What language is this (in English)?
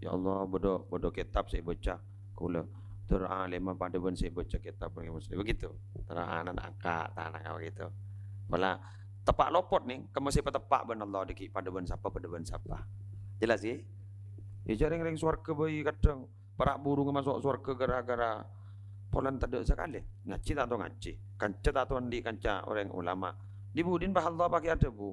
Madurese